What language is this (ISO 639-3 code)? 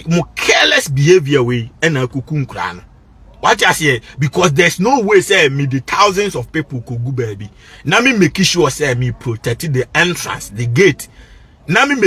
aka